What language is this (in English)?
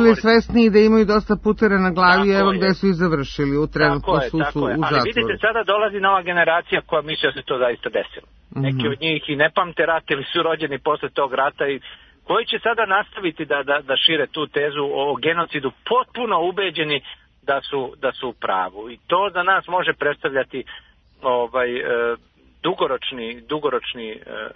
Serbian